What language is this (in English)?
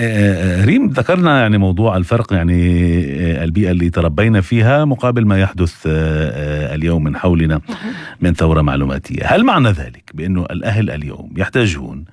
North Levantine Arabic